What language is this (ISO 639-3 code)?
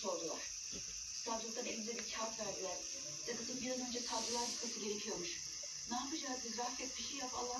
tur